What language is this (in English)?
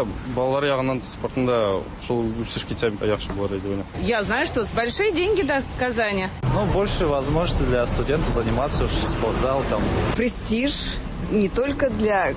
Tatar